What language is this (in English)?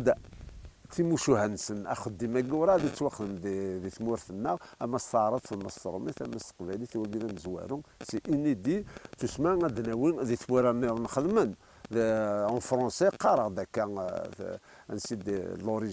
Kabyle